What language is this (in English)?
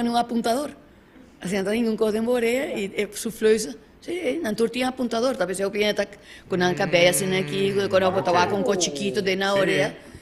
Papiamento